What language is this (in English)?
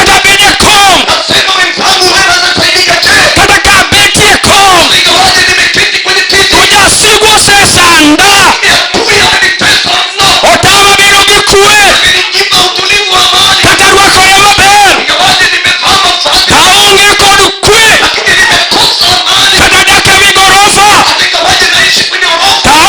Luo (Kenya and Tanzania)